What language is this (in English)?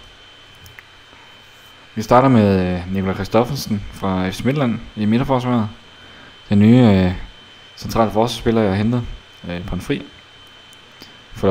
Danish